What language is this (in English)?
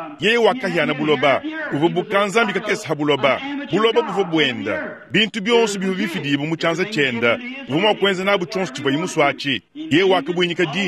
Luba-Lulua